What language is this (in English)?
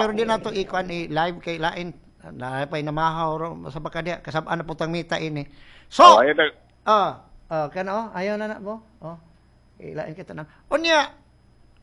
Cebuano